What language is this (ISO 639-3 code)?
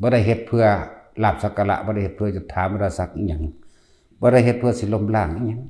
tts